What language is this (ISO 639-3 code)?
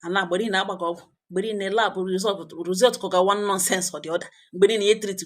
ibo